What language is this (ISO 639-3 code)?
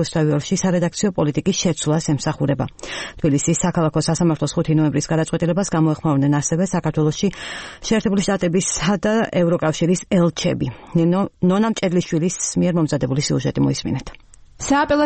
kat